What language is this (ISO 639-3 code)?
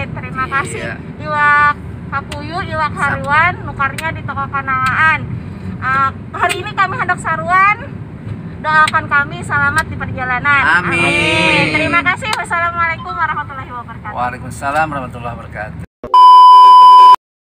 bjn